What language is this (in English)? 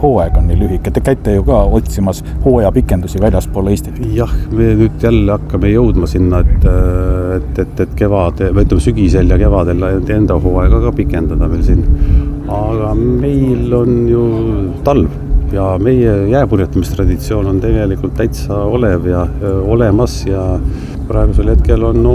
Estonian